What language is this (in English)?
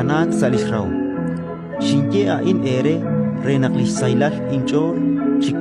Kekchí